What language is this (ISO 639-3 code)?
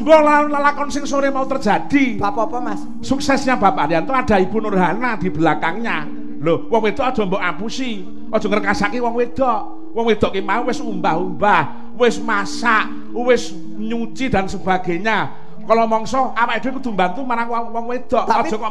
jav